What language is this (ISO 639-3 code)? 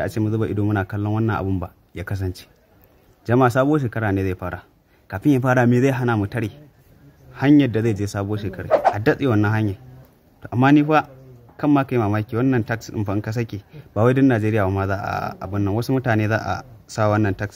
hau